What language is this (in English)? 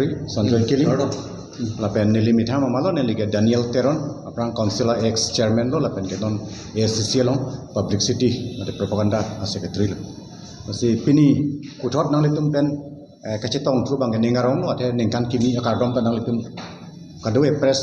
Karbi